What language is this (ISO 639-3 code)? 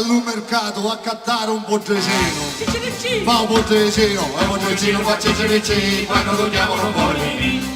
scn